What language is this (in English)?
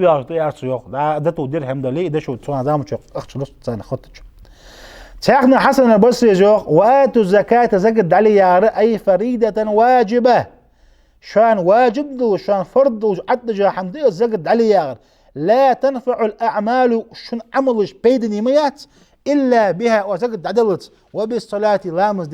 Ingush